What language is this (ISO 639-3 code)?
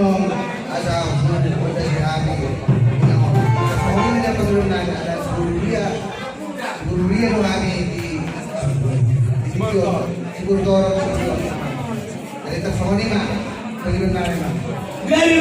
bbc